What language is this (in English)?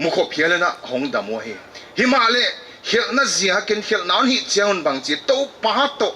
Paite Chin